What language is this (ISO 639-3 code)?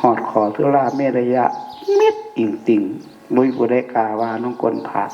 tts